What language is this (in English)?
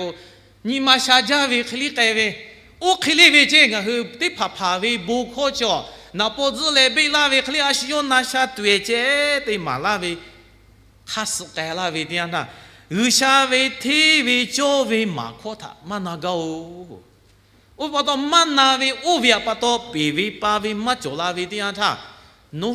Lahu